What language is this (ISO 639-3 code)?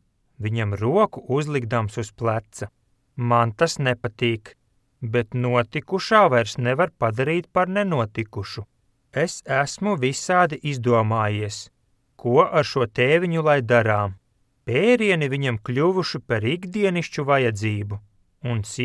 lav